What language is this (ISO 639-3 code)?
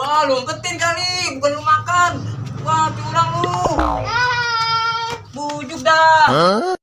bew